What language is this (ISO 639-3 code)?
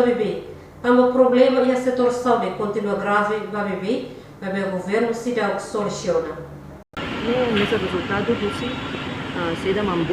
tet